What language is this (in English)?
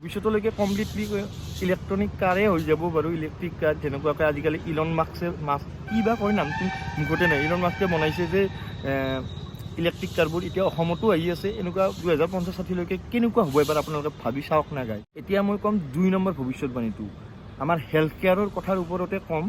Assamese